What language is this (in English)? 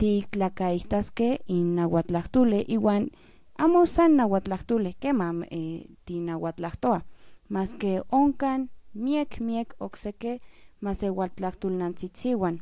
Central Nahuatl